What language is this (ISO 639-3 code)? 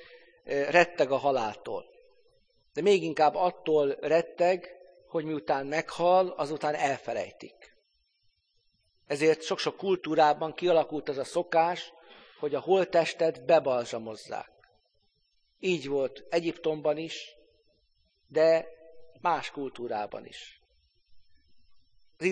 hun